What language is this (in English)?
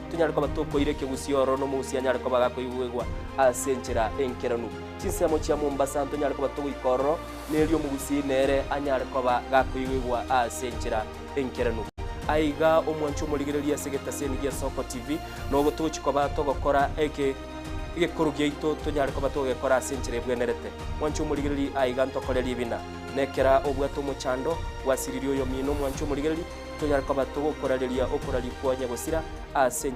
Gusii